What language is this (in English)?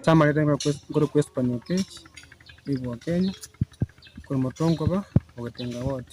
Gusii